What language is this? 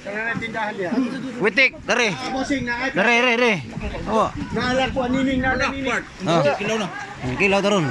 Cebuano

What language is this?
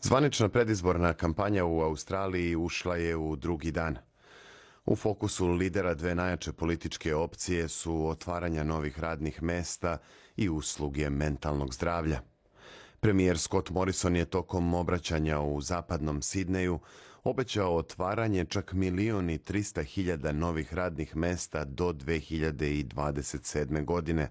Serbian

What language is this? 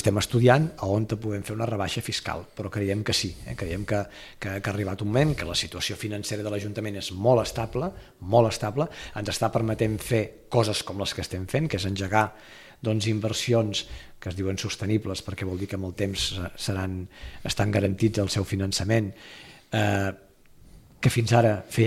Catalan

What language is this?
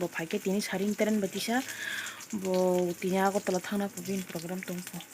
Kok Borok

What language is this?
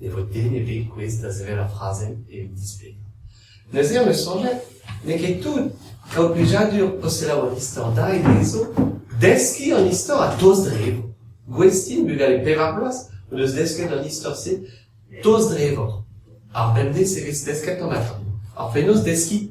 Breton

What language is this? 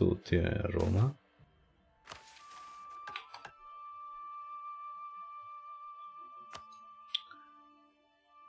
Italian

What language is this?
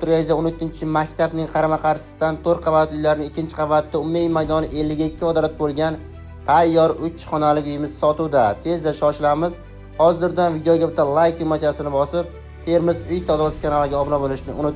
Uzbek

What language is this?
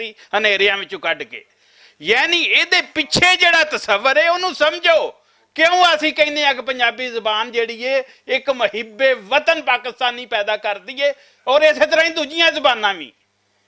Western Panjabi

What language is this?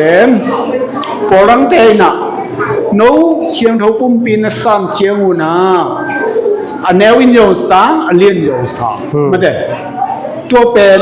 Tedim Chin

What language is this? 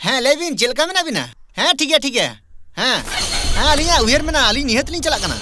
Santali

